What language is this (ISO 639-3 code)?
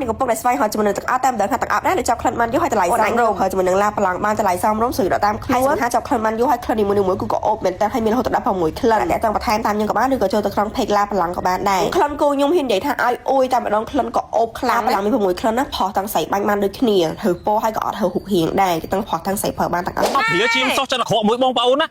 khm